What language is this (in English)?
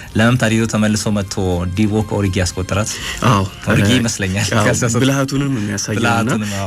Amharic